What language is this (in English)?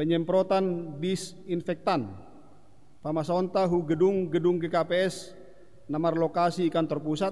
Batak Simalungun